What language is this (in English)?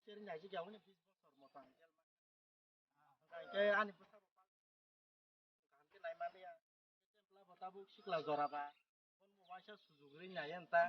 Kok Borok